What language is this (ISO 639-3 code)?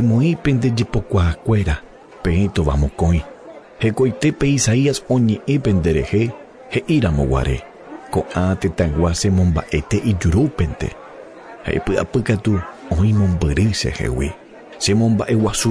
grn